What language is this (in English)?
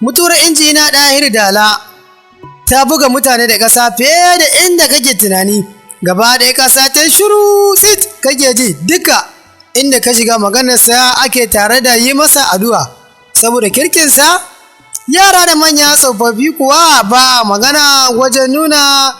Hausa